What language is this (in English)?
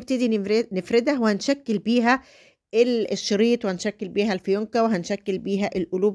Egyptian Arabic